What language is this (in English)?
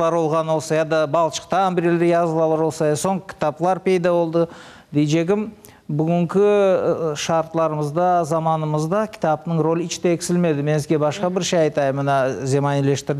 Crimean Tatar